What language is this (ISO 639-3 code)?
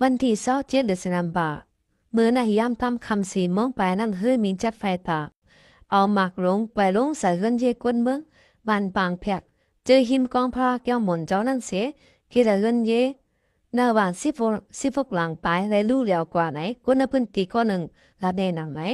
shn